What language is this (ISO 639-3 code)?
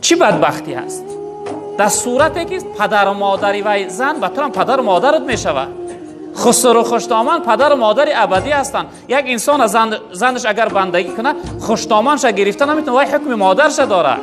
tgk